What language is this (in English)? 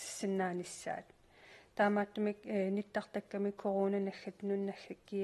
Kalaallisut